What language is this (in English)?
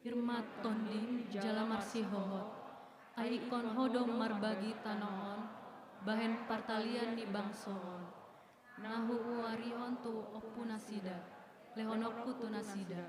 Batak Toba